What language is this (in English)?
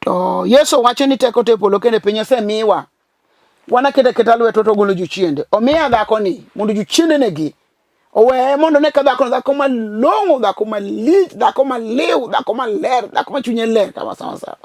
Luo (Kenya and Tanzania)